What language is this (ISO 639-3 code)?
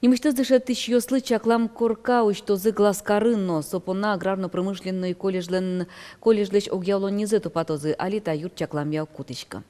udm